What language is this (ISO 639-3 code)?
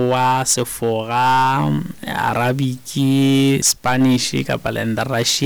sot